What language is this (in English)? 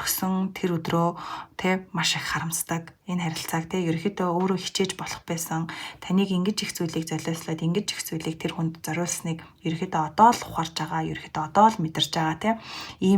Mongolian